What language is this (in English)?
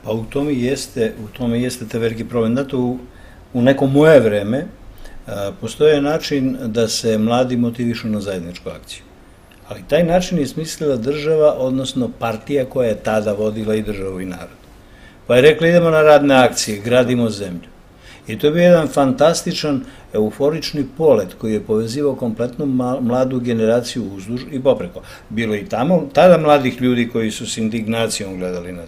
Serbian